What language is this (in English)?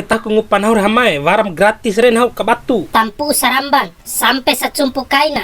Bima